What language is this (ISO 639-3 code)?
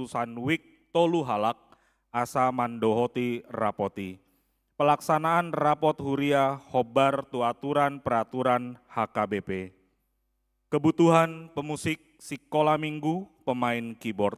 bbc